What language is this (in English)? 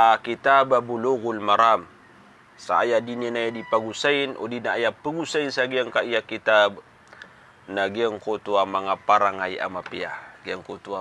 Maranao